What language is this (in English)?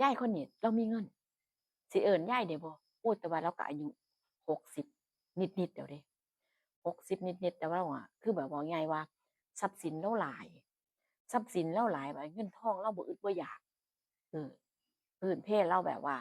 Northeastern Thai